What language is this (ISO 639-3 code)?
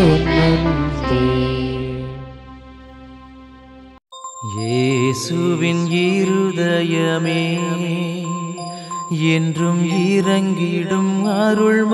tam